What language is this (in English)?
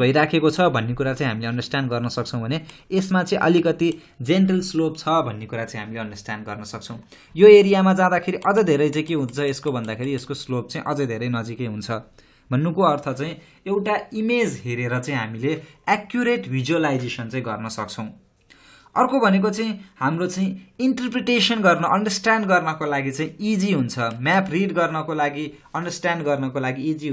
Nepali